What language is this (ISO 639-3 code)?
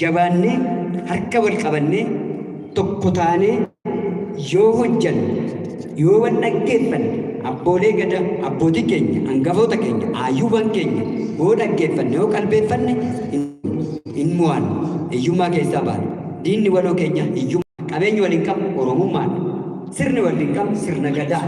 orm